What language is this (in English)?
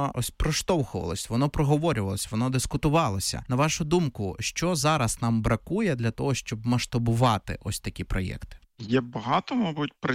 Ukrainian